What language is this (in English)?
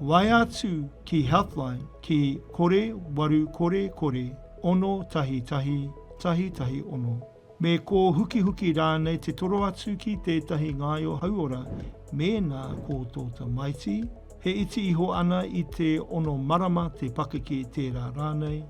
Māori